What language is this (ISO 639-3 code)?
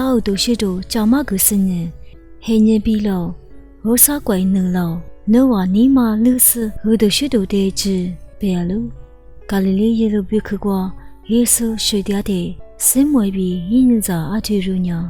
lis